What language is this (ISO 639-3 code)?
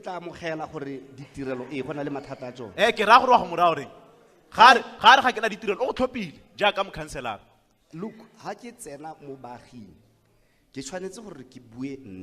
tsn